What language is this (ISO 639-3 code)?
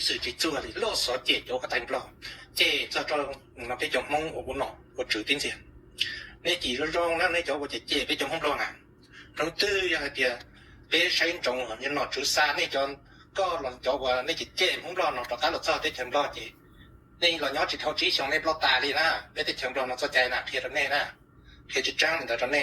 hmn